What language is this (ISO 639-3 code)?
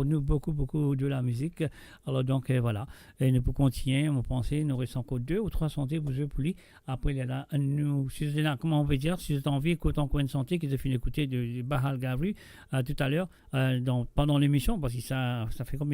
mfe